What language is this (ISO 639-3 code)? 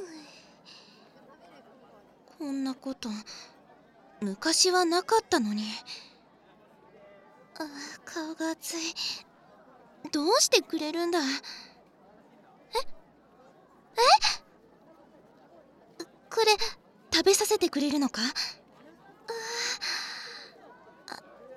jpn